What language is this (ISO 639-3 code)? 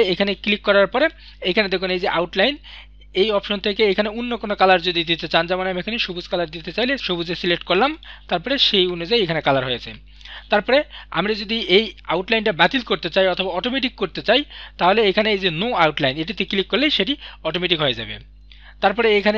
ben